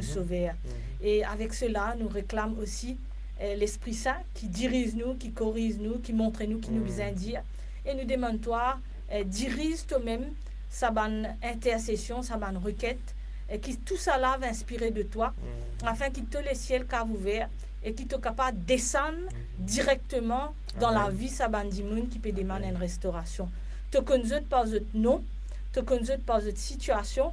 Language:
Morisyen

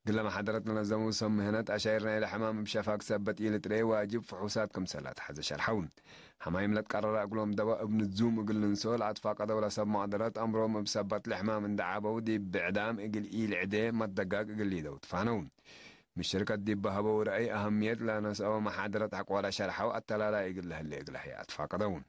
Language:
Tigre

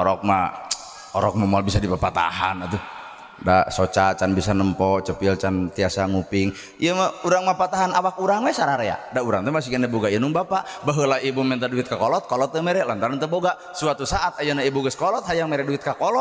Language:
Sundanese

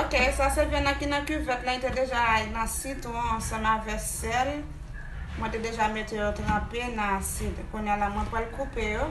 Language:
Haitian Creole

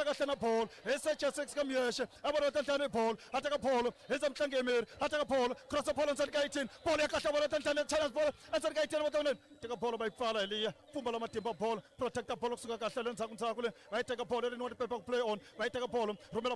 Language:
Tsonga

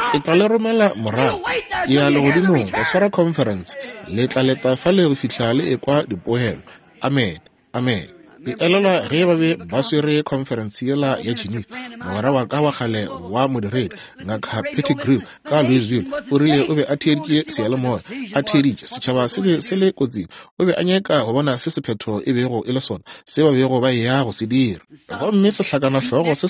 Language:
Northern Sotho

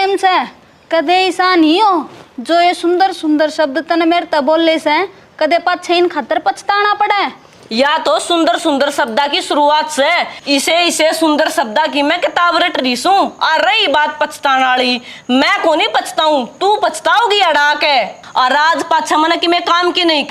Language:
Haryanvi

